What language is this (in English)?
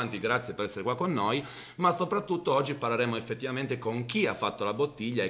Italian